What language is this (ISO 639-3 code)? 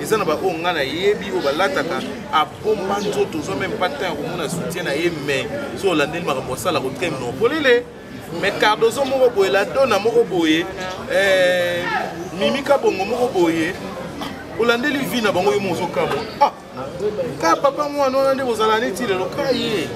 lin